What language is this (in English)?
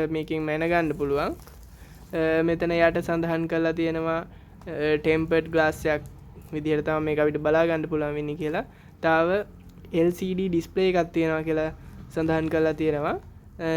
Sinhala